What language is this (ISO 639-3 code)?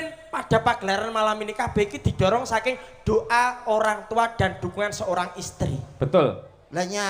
jav